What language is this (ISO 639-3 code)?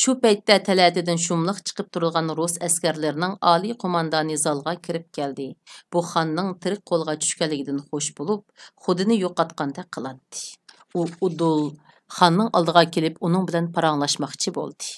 uig